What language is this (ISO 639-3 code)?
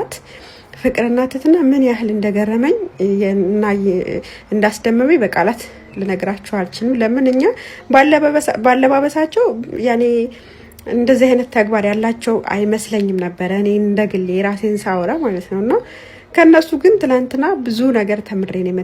amh